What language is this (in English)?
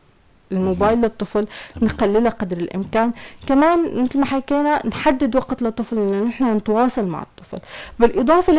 North Levantine Arabic